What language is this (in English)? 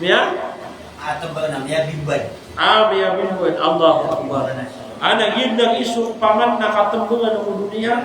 Maranao